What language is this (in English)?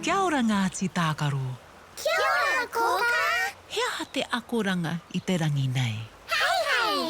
Māori